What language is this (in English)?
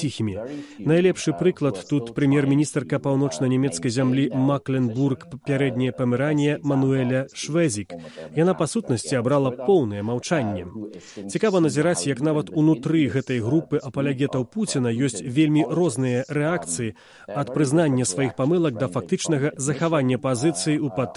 Belarusian